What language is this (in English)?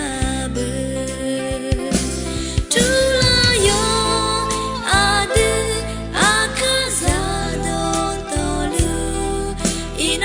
Akha